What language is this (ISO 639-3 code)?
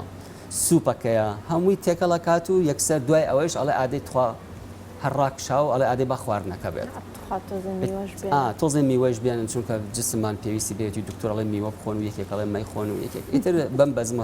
ckb